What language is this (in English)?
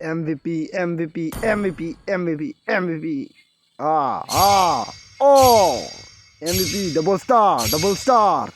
Karbi